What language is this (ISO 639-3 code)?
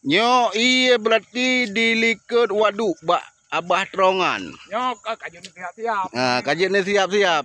ace